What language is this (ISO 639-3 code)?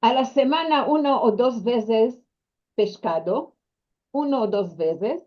lad